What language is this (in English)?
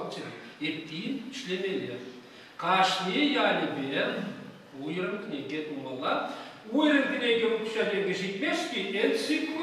Chuvash